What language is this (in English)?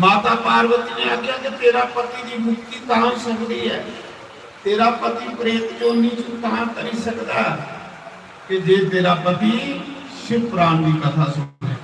Dogri